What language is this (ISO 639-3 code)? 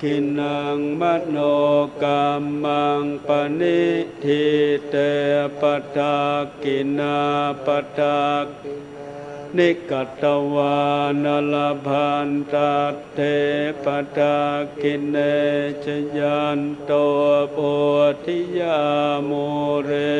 pli